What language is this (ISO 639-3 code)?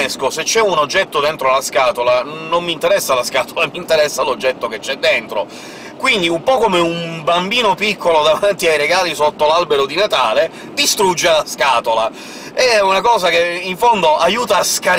ita